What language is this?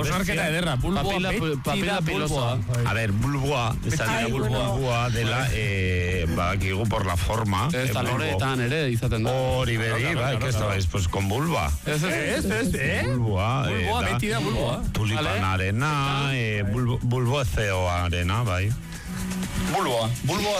Basque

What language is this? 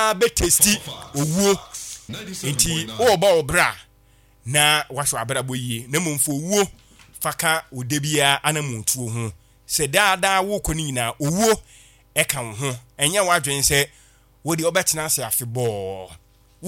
Akan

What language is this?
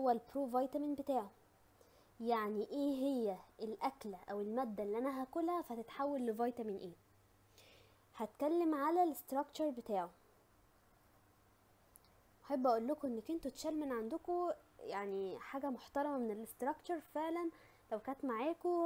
Egyptian Arabic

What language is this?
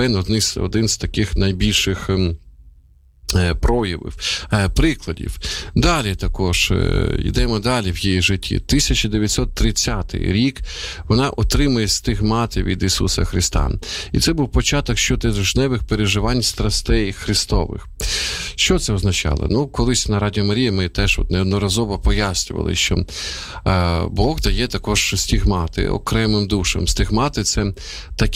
Ukrainian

